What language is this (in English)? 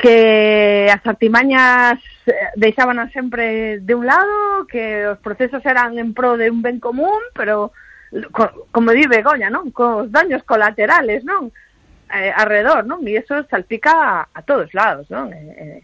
Galician